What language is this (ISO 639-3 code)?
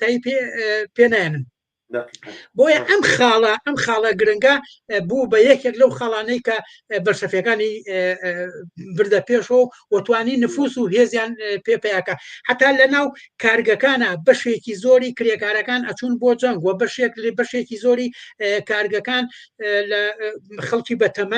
ckb